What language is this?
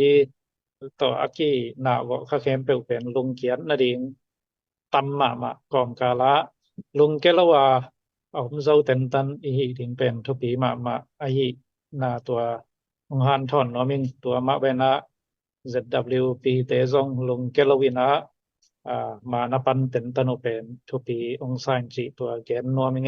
Tedim Chin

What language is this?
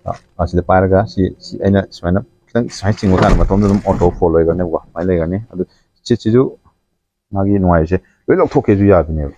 Manipuri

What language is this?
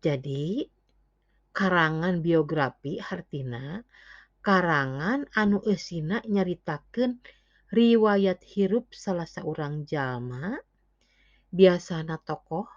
Sundanese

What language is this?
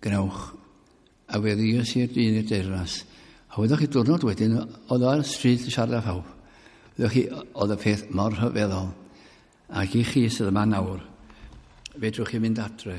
Welsh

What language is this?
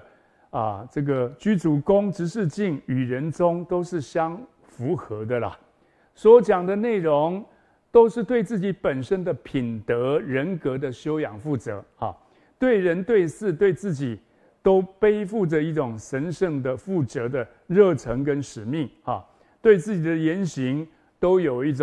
Chinese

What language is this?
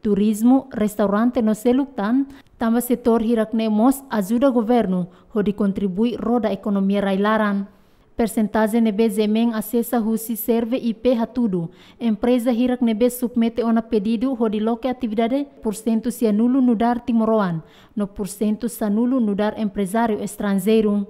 Tetum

